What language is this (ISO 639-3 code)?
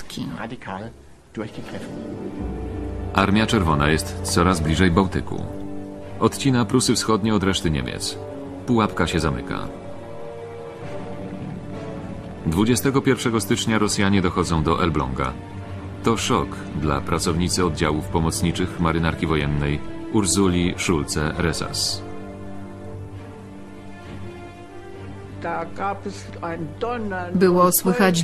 pol